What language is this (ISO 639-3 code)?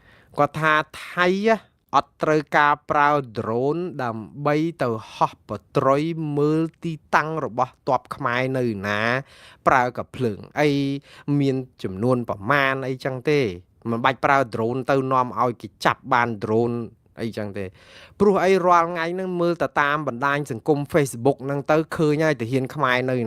khm